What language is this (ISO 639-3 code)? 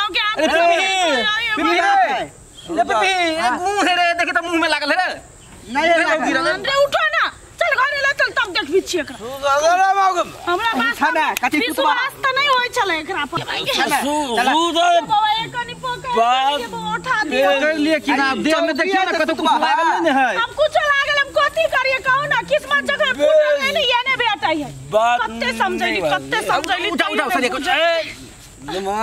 mai